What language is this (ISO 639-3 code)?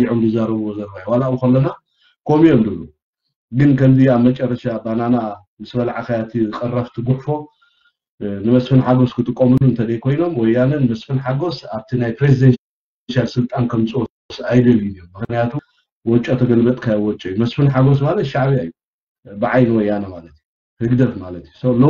tir